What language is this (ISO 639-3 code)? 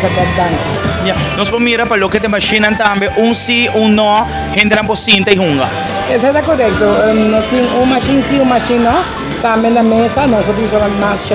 pap